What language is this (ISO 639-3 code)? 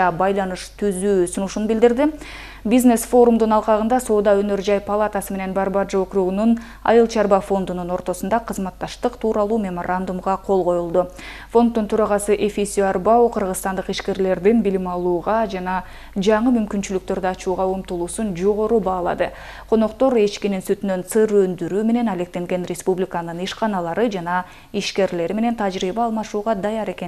kir